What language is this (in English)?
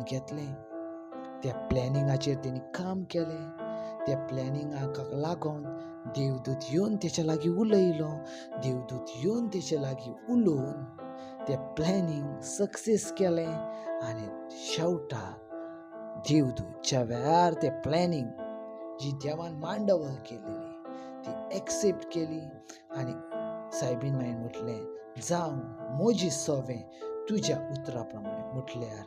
Konkani